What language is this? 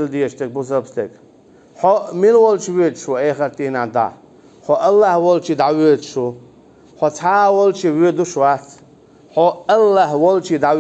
Chechen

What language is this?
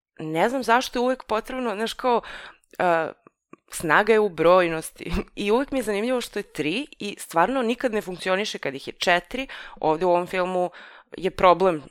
Serbian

